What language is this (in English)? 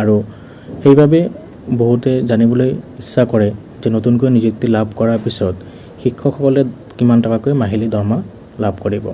Assamese